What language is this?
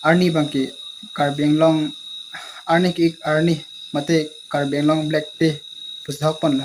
Karbi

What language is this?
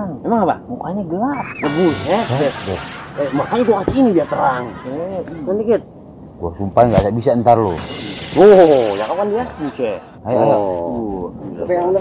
Betawi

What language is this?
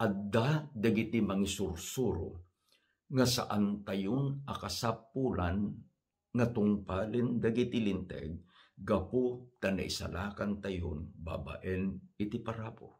Iloko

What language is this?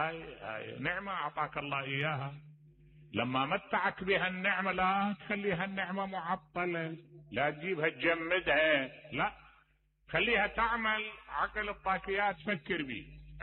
Mesopotamian Arabic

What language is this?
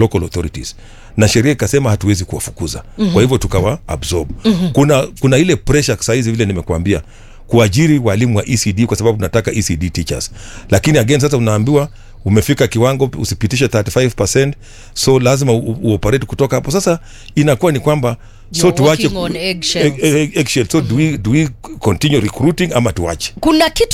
Swahili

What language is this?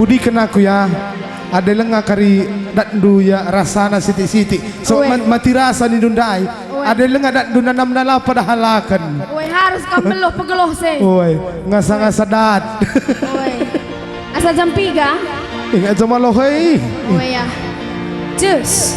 Batak Karo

